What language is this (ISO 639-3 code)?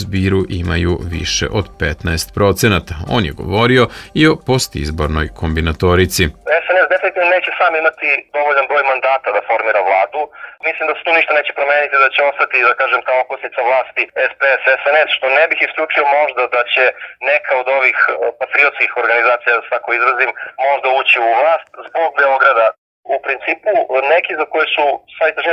srp